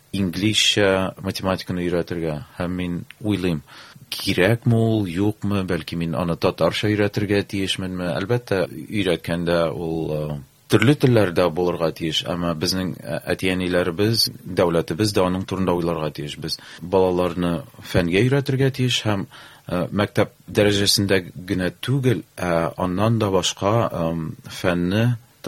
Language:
Tatar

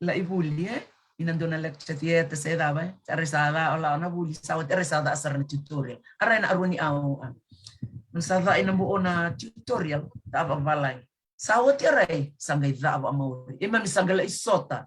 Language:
Fijian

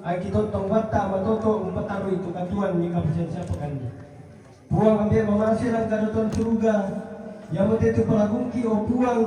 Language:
Toraja-Sa'dan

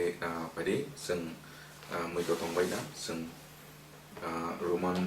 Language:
Kok Borok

